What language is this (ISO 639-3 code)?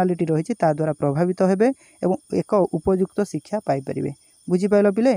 ori